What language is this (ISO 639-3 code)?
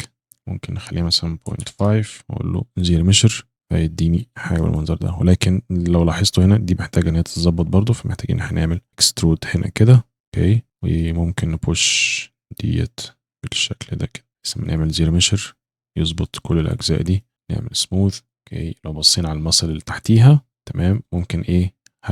arz